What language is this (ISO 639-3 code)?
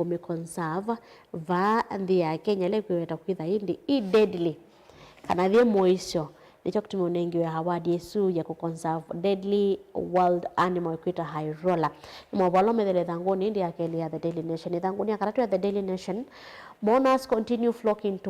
kam